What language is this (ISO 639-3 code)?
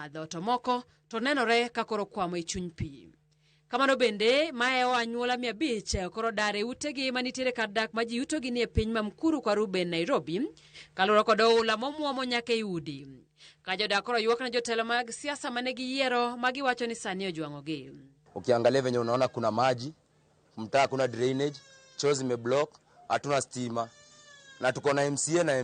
luo